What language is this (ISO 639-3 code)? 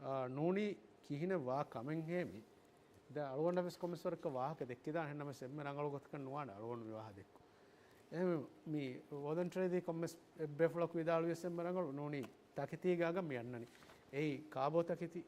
div